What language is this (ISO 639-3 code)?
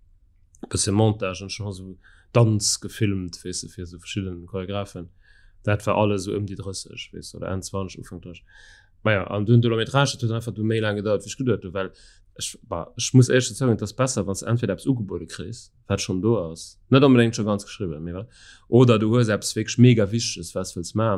ltz